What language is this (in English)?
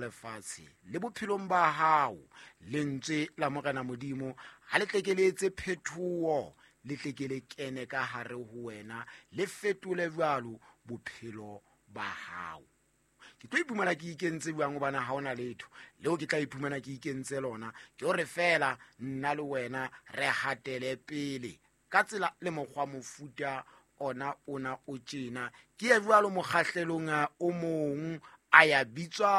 Southern Sotho